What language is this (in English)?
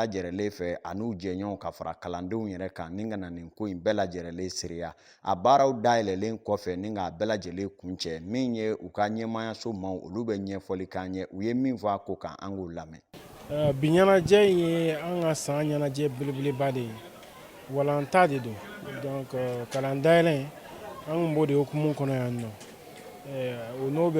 Bambara